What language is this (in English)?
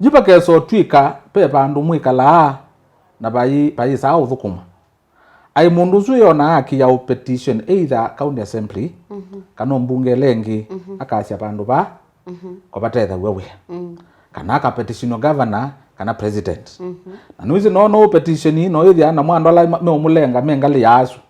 Kamba